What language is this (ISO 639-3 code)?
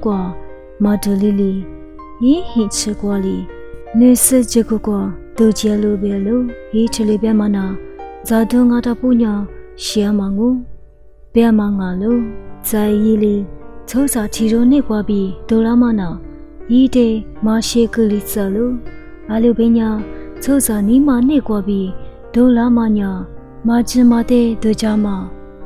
lis